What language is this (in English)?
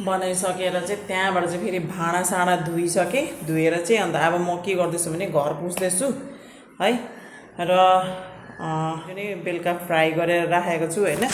Nepali